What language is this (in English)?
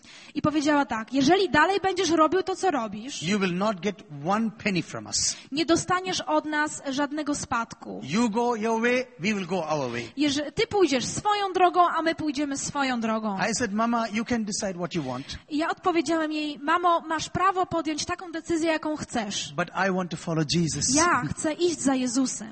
Polish